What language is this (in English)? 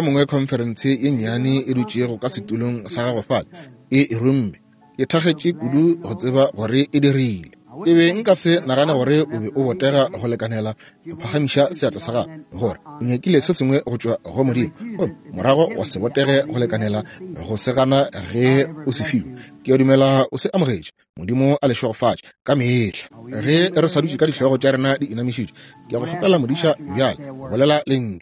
Northern Sotho